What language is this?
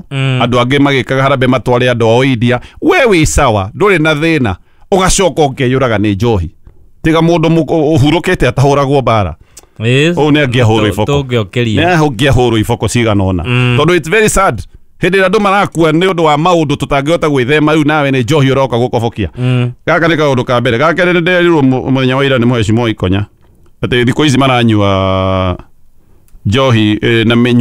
Kikuyu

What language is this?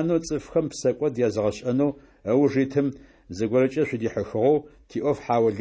Adyghe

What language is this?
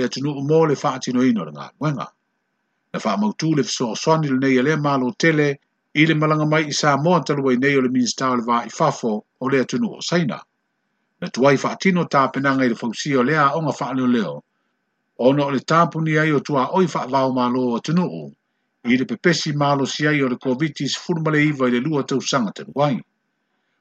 Samoan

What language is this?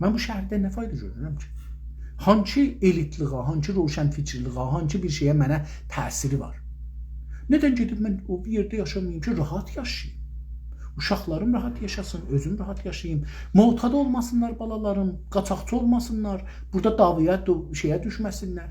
South Azerbaijani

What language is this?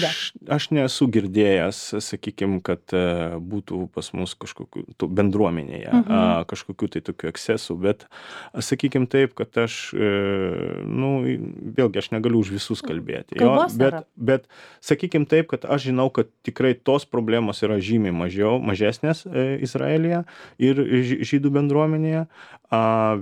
Lithuanian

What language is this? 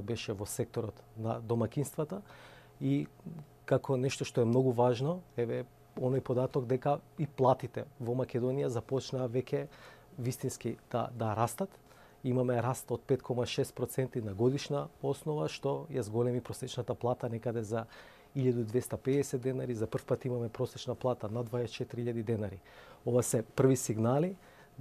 Macedonian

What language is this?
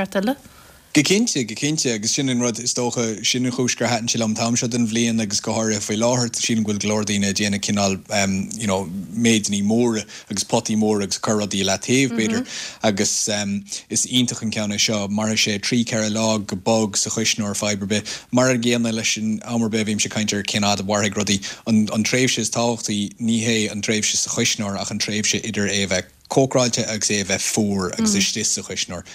Irish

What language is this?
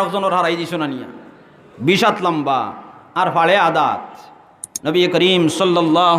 Sylheti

